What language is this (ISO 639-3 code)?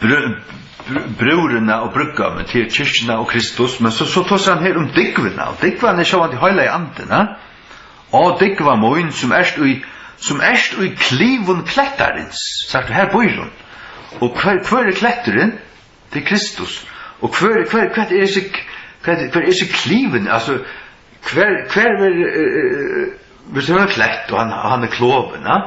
fao